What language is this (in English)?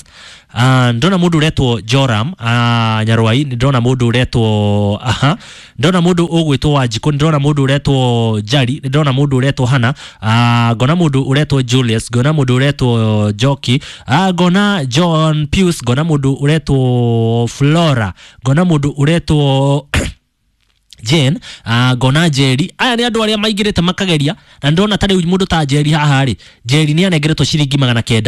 Kikuyu